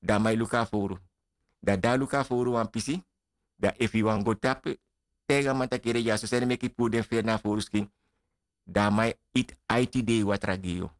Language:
Sranan Tongo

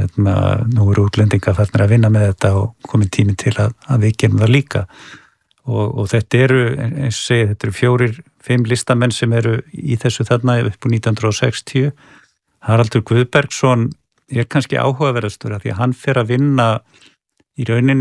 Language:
Icelandic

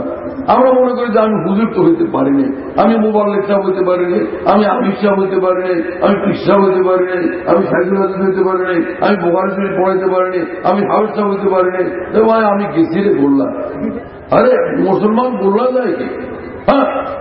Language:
Bangla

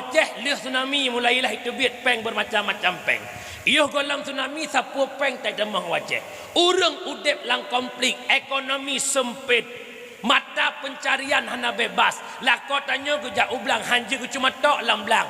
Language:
Achinese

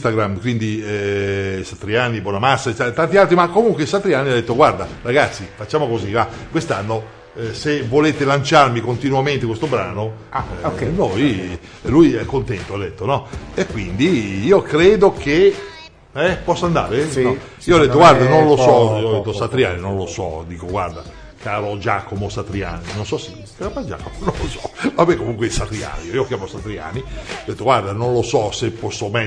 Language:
Italian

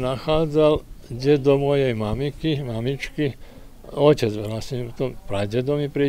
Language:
Slovak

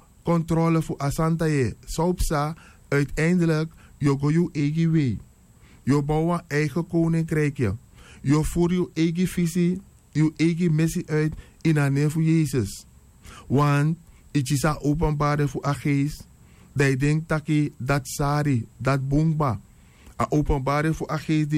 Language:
Sranan Tongo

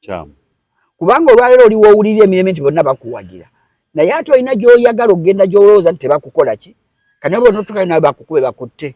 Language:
Ganda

